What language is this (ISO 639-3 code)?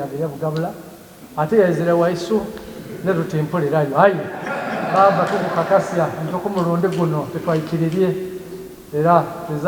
xog